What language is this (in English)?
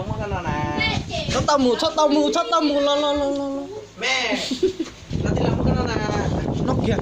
Hmong